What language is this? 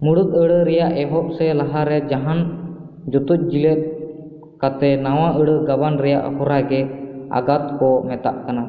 Santali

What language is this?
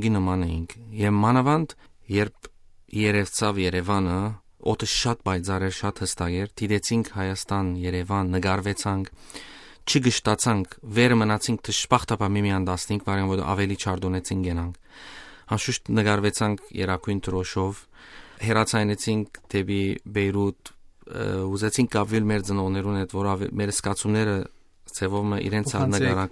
Western Armenian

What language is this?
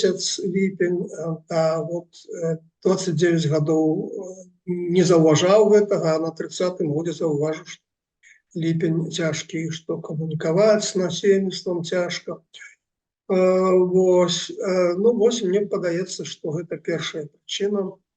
Belarusian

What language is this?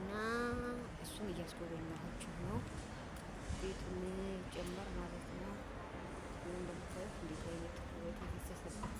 Amharic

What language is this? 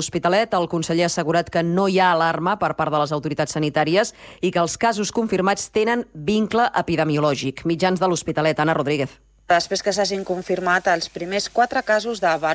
Catalan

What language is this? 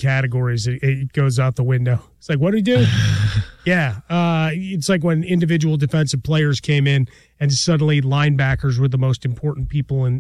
English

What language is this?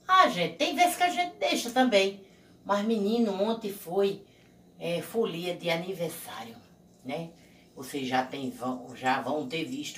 Portuguese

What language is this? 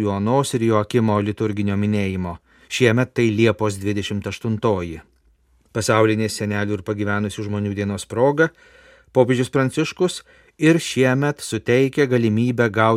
Lithuanian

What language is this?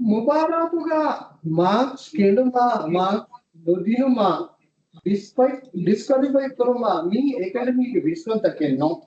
Divehi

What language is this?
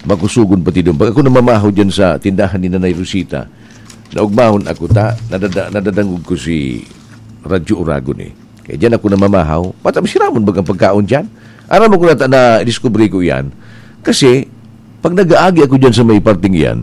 Bikol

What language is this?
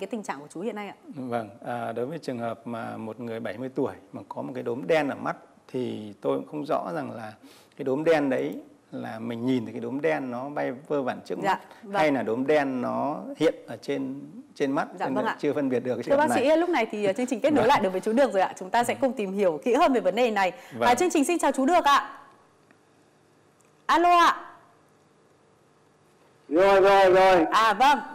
Vietnamese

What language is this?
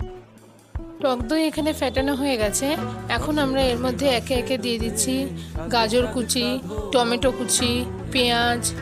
Bangla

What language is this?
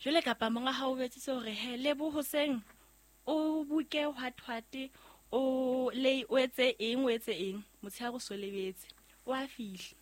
Southern Sotho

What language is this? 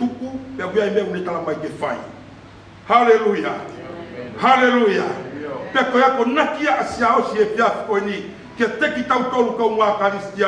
Tongan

